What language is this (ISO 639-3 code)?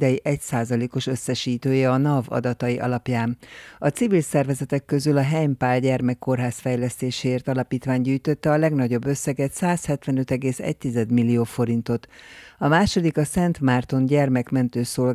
hun